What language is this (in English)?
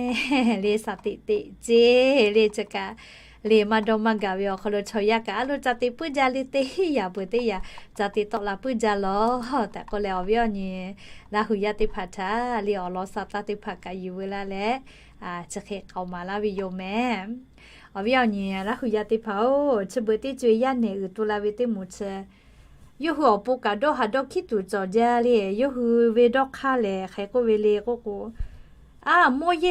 Lahu